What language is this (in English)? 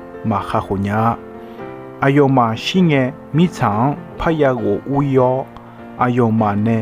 Akha